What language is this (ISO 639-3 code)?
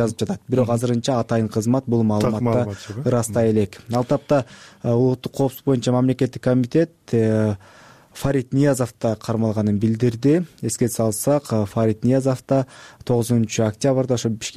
kir